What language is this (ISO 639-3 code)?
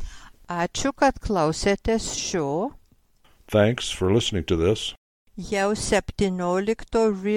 lit